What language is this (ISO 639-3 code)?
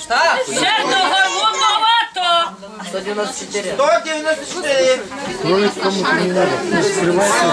chv